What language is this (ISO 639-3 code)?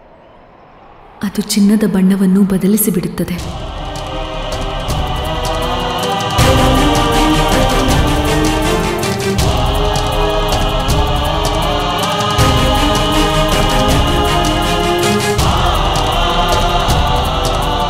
kan